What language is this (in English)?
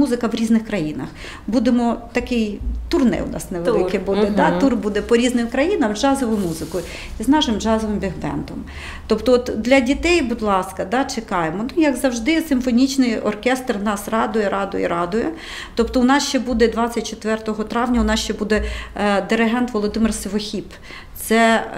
Ukrainian